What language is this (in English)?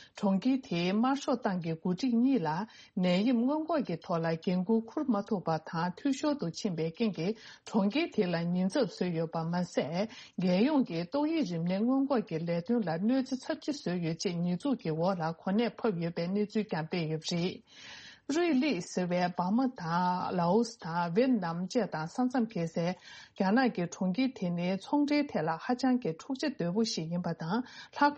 Tibetan